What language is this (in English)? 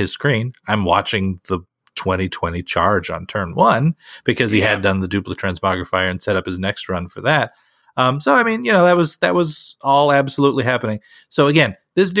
English